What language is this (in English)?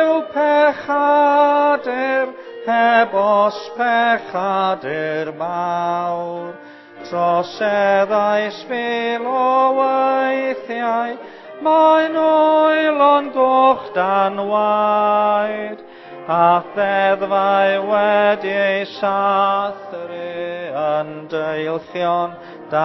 Welsh